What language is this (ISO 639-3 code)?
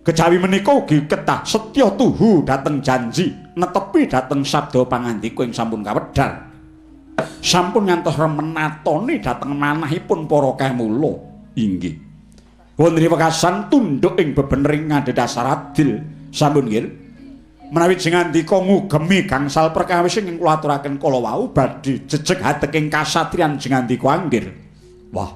jav